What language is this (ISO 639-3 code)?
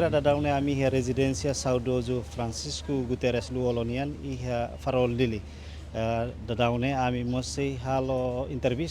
tet